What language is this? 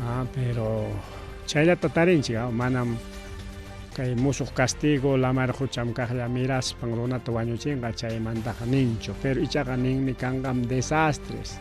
Ayacucho Quechua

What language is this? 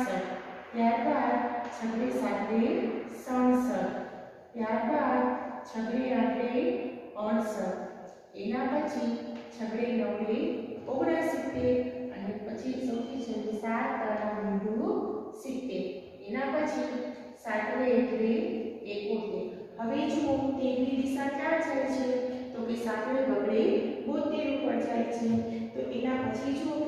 Gujarati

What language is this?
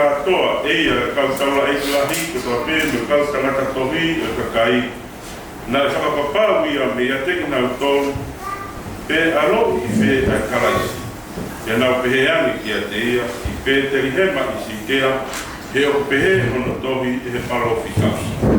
Tongan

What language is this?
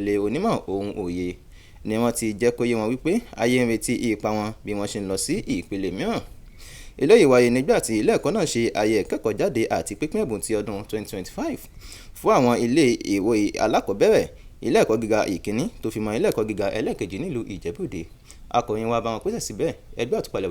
Yoruba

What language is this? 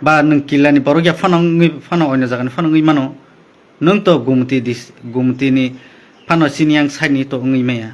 Kok Borok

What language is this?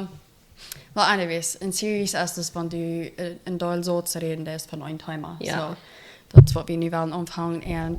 Plautdietsch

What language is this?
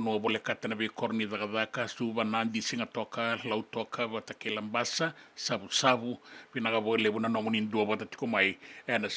Fijian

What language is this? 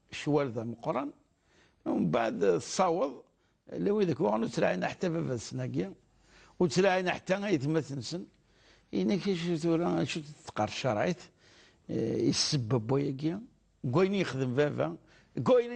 Kabyle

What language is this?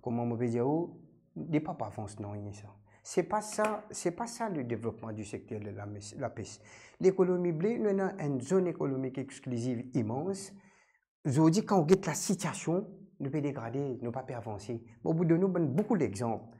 Morisyen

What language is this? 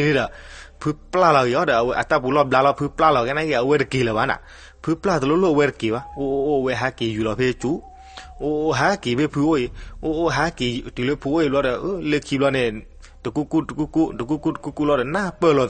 S'gaw Karen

